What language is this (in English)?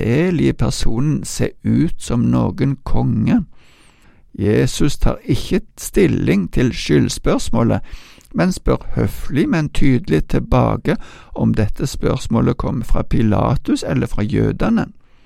Norwegian